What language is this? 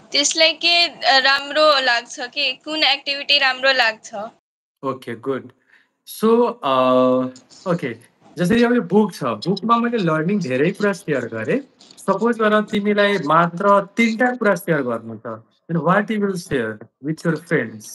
Nepali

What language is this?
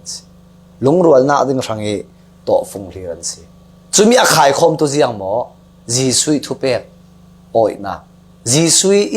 Falam Chin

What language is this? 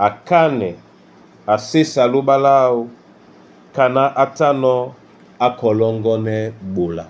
Duala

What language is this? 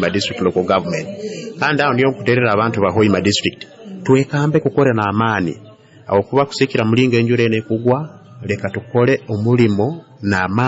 Nyoro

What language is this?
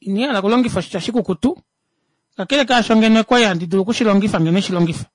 Kuanyama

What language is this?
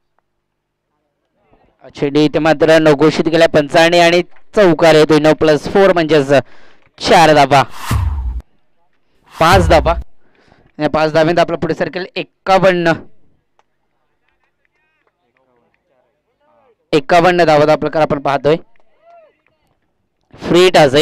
Marathi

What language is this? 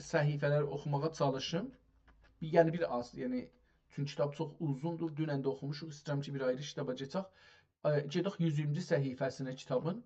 South Azerbaijani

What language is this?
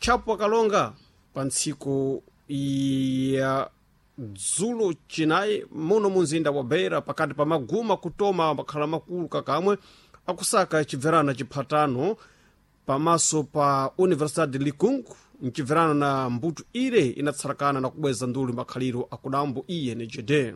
Sena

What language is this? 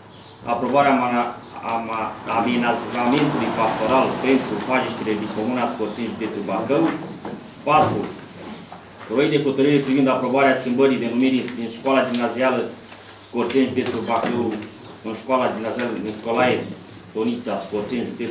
Romanian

